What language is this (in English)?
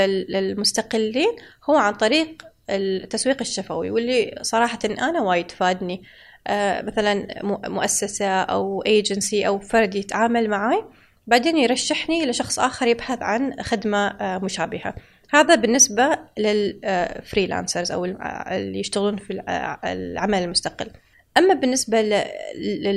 Gulf Arabic